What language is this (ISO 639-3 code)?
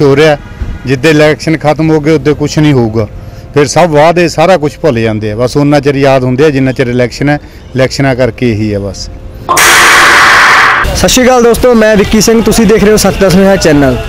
pan